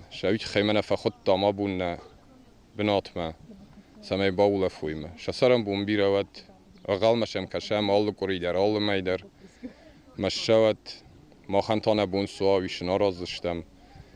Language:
Ossetic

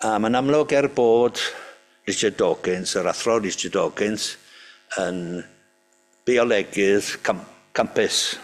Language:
Welsh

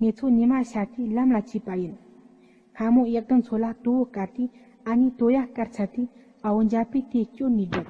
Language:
Tibetan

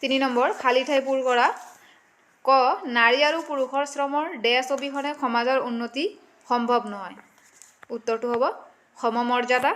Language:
Assamese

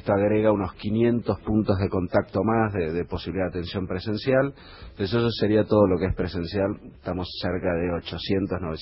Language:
Spanish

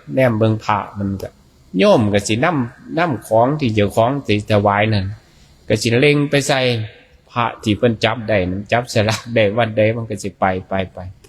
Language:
Northeastern Thai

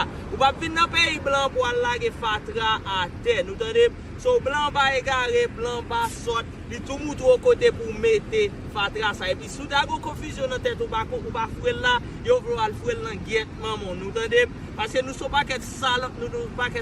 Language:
Haitian Creole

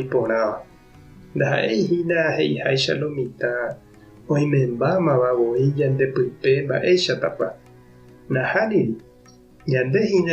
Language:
Guarani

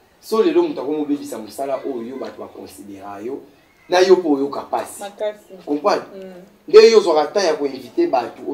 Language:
Lingala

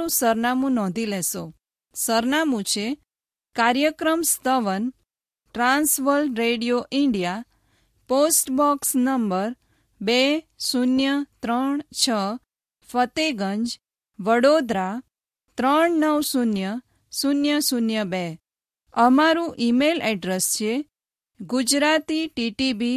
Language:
Gujarati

